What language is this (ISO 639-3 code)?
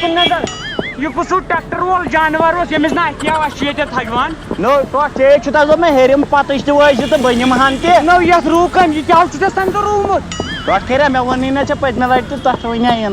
kas